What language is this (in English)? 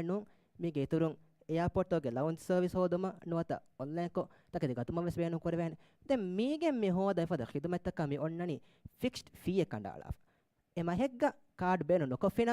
Divehi